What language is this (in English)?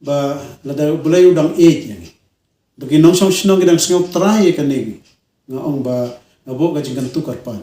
Khasi